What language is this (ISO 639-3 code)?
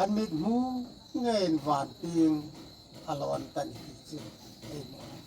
hmr